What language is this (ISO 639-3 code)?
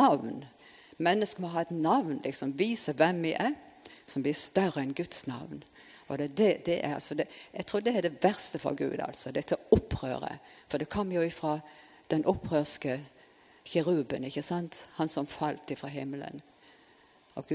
nor